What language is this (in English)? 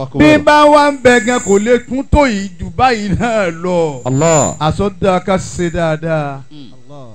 Yoruba